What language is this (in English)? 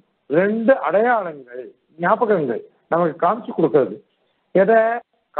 Tamil